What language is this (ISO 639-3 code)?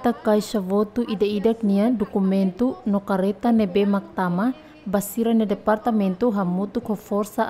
tet